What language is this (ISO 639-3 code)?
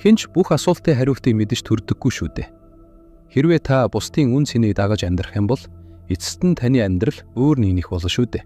mon